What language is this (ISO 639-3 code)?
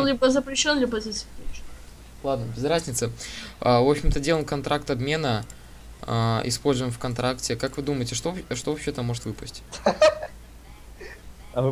rus